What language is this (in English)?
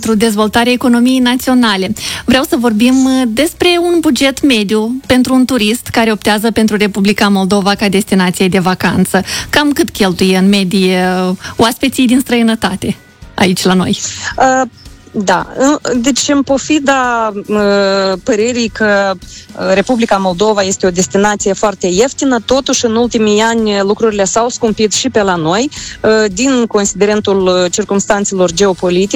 Romanian